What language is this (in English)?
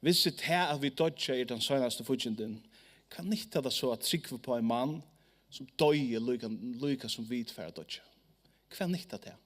Faroese